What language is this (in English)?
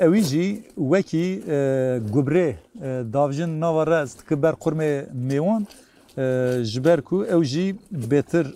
Kurdish